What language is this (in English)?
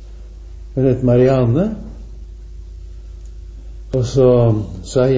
Norwegian